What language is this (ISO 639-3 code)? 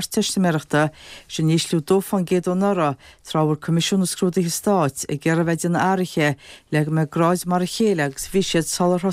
gle